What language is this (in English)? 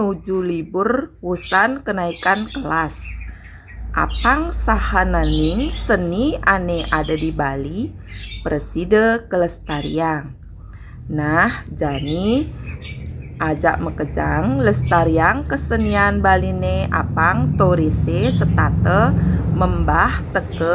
Balinese